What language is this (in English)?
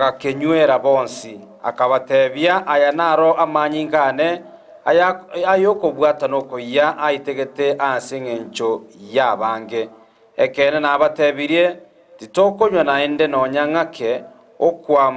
Gusii